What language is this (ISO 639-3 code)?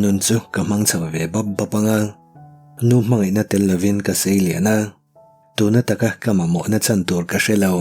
lus